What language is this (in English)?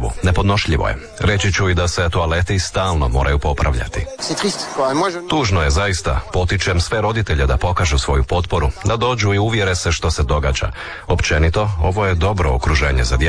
Croatian